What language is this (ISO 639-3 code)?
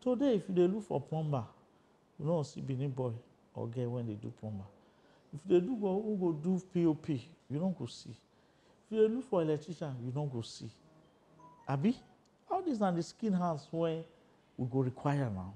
pcm